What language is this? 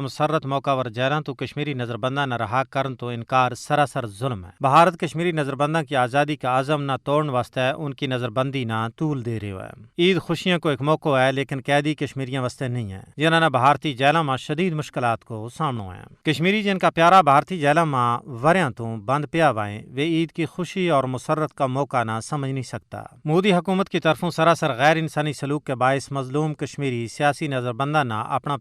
Gujari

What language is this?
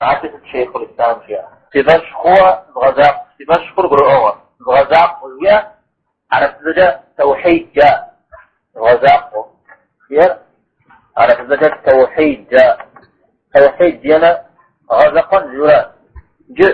Kabardian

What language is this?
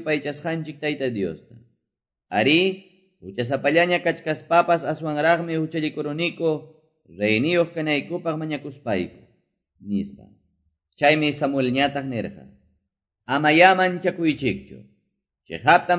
Quechua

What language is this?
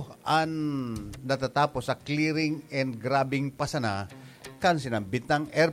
Bikol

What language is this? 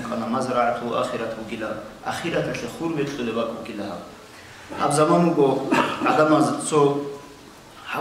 Avaric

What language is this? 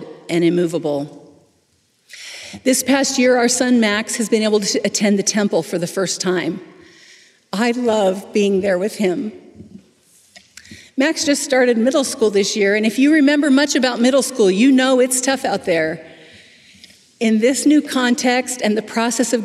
English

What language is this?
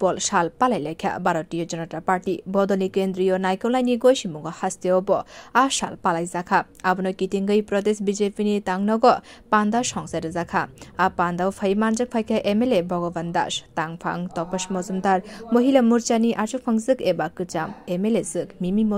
Kok Borok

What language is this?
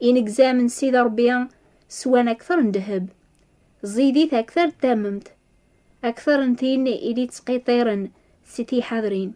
Kabyle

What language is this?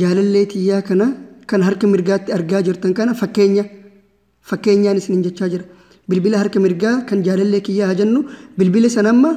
Oromo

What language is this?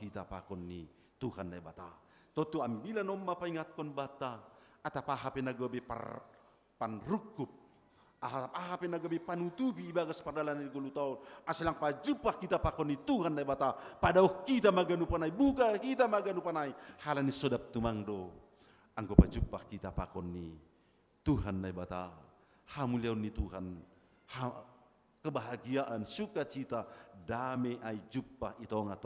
Batak Simalungun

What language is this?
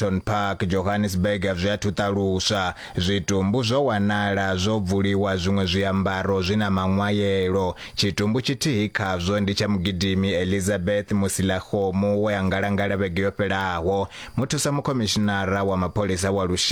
Venda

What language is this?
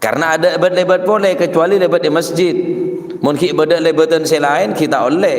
Madurese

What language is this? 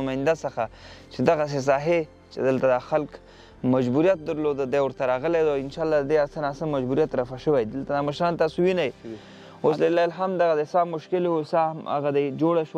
Pashto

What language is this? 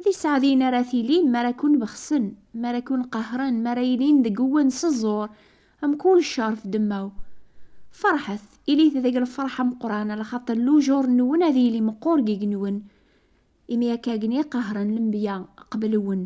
Kabyle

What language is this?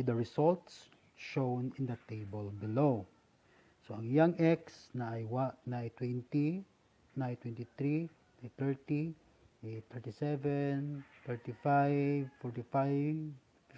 Cebuano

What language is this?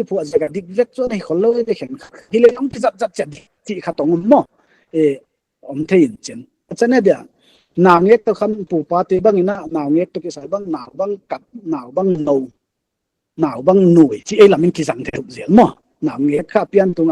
Paite Chin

